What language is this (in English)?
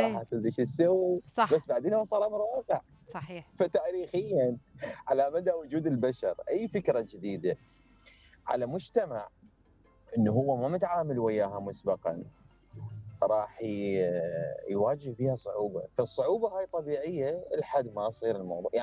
Mesopotamian Arabic